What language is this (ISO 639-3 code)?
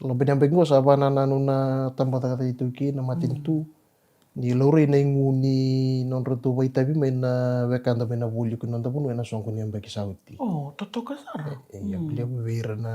fij